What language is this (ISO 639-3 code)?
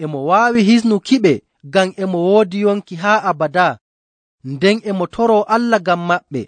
fuv